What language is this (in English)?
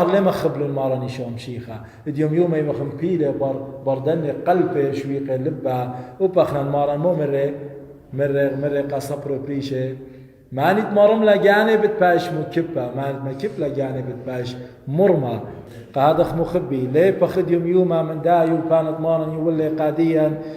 Assyrian Neo-Aramaic